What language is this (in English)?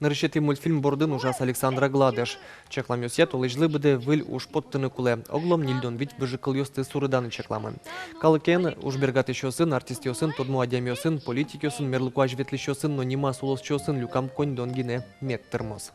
Udmurt